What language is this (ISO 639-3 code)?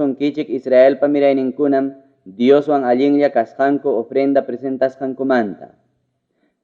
quy